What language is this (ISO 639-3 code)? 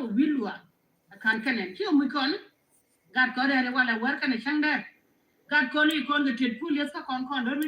nus